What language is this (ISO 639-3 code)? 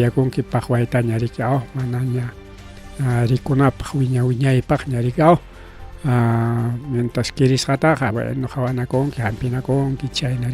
quy